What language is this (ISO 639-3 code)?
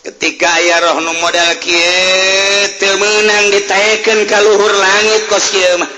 sun